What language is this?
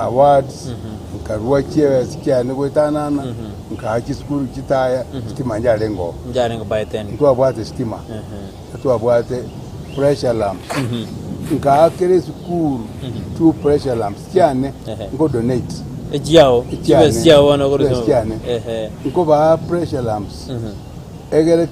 Gusii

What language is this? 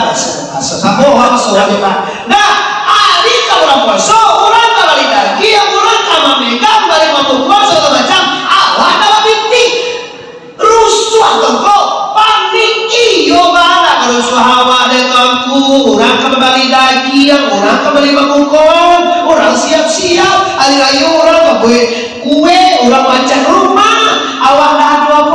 Minangkabau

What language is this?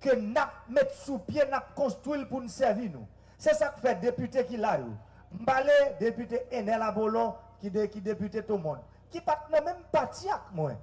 Haitian Creole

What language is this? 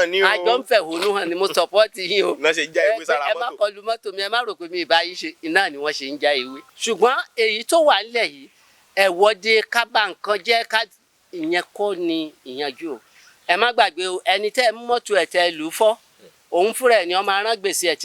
Yoruba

